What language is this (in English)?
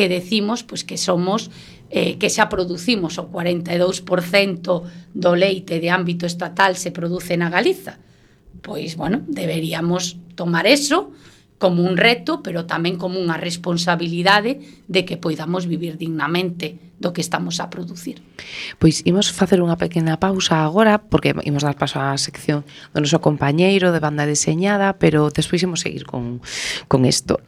Galician